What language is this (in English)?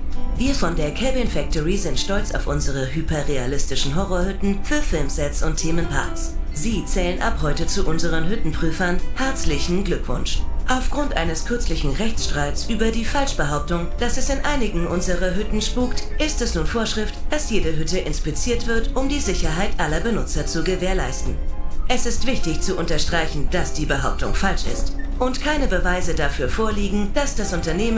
Bavarian